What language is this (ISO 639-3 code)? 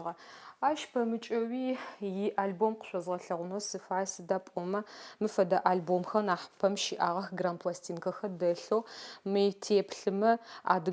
ady